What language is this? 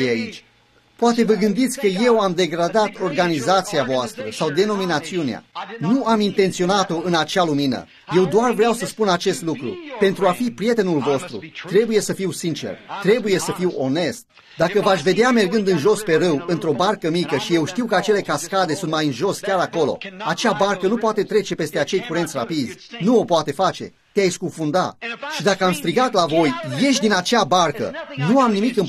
Romanian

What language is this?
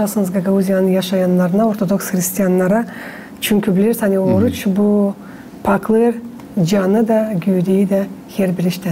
Gagauz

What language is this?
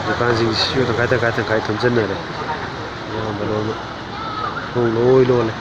Manipuri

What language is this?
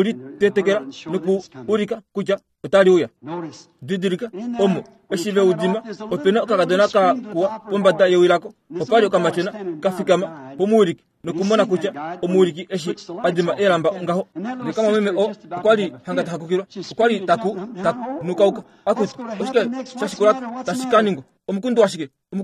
Kuanyama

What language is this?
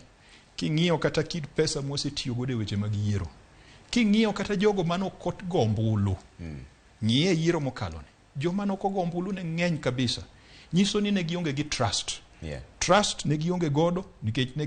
Luo (Kenya and Tanzania)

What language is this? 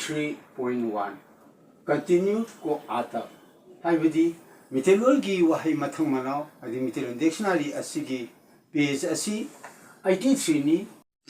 Manipuri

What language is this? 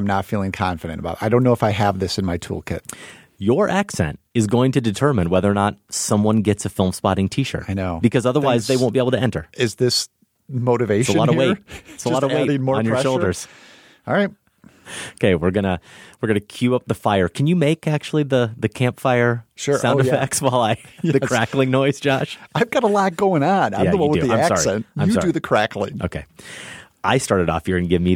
English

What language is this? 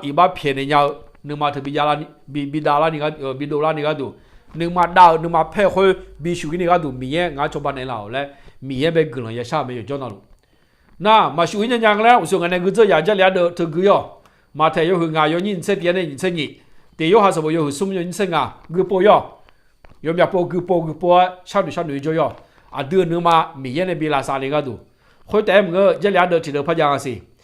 Akha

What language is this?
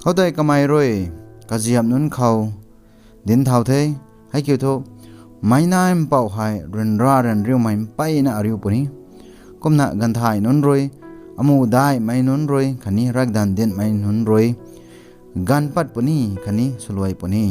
Rongmei Naga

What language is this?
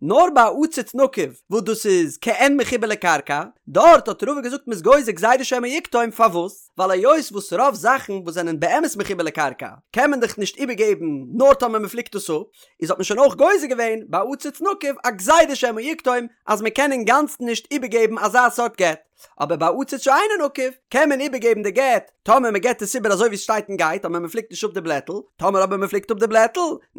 Yiddish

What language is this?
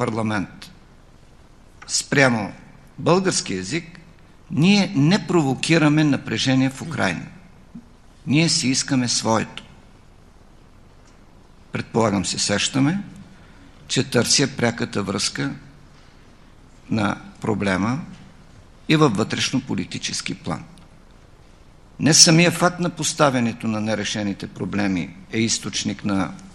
Bulgarian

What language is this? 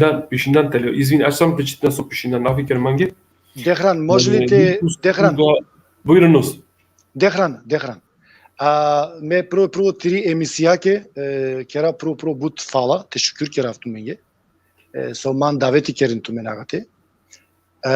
Balkan Romani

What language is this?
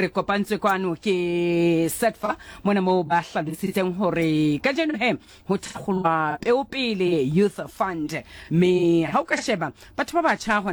Southern Sotho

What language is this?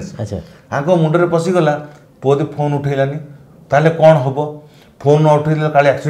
Odia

